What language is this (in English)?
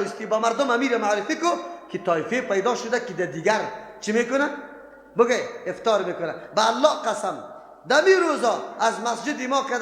Persian